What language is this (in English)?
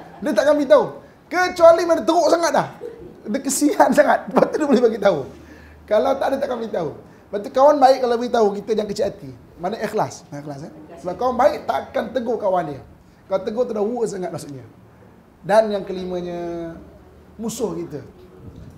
Malay